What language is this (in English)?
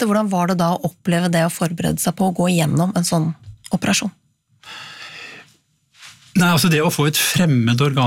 Norwegian